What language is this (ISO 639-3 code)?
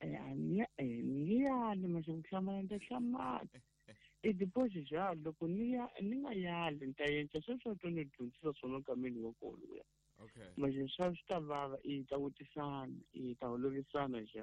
tso